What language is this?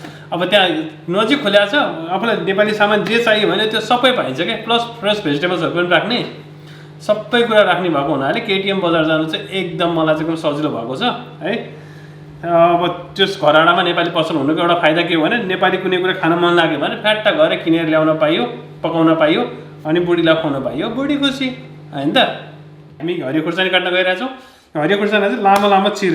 Nepali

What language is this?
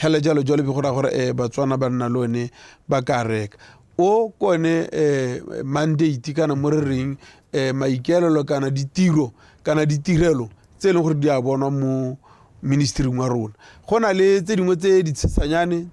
Tswana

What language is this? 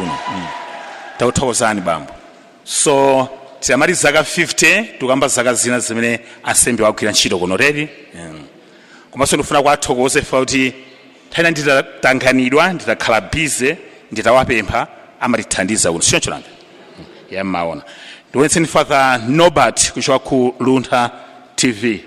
Nyanja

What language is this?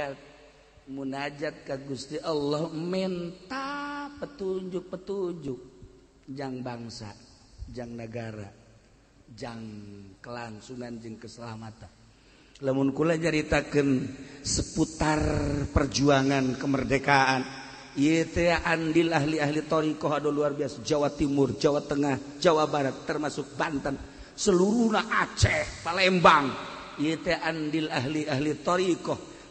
Sundanese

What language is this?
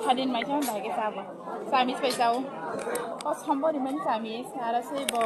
Kok Borok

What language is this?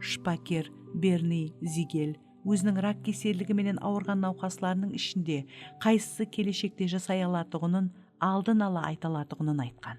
Kara-Kalpak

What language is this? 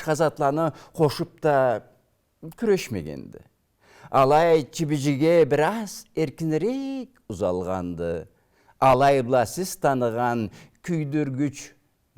Karachay-Balkar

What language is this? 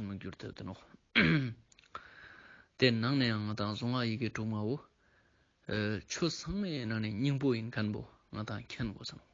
Ladakhi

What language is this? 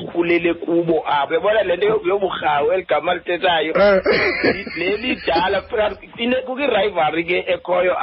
Xhosa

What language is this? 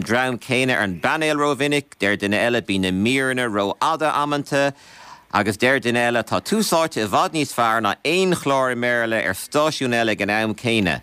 Irish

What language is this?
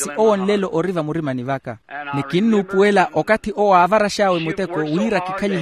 Makhuwa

